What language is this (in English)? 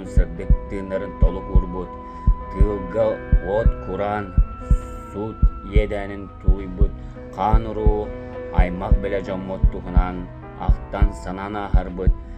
Yakut